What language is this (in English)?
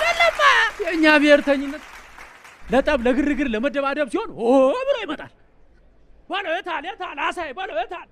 Amharic